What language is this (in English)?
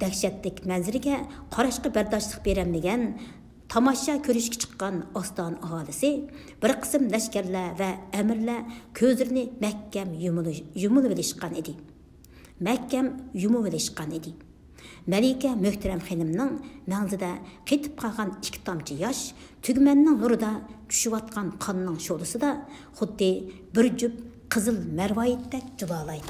Uyghur